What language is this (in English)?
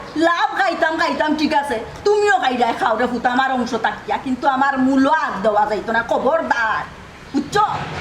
Sylheti